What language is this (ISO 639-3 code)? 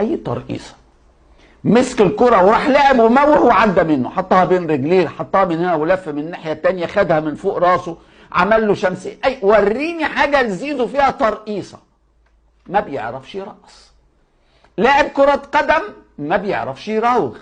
arz